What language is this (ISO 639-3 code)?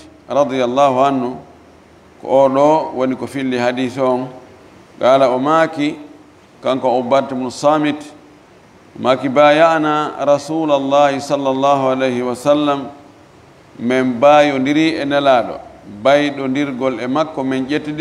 ful